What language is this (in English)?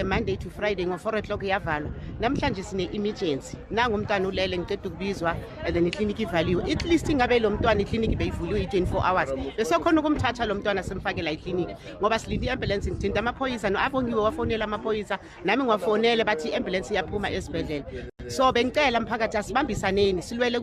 Zulu